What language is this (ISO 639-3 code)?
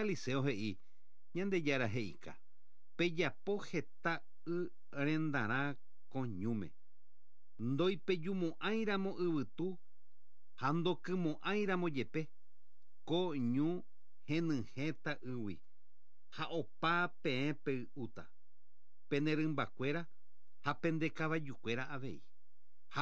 grn